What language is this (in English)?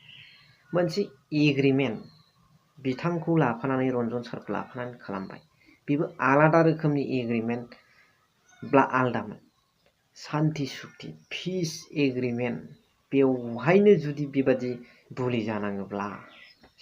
Bodo